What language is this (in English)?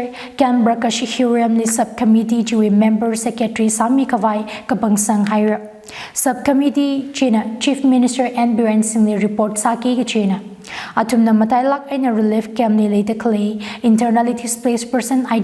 Tangkhul Naga (India)